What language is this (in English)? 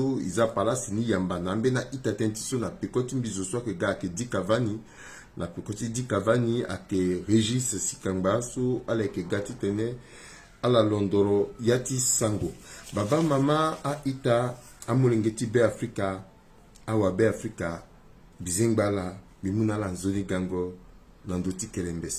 Sango